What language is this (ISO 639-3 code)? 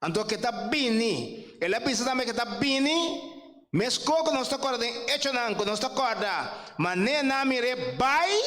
pap